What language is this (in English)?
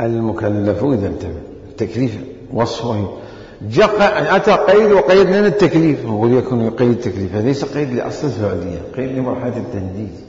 Mesopotamian Arabic